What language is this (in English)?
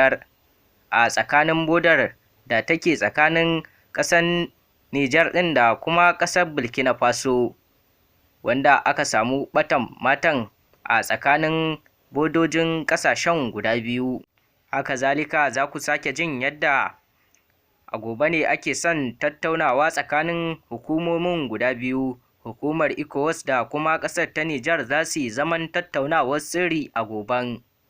Hausa